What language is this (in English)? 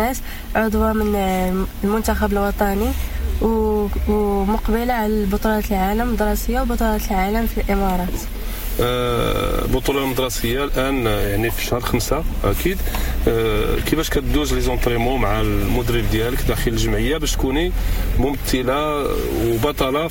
Moroccan Arabic